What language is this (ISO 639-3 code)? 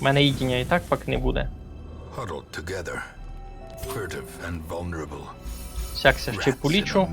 rue